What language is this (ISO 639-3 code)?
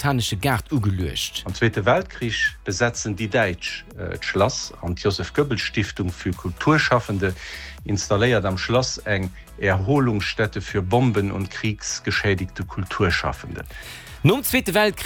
ltz